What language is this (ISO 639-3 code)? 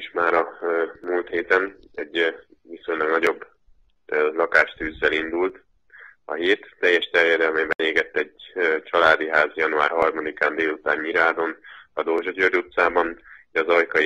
hun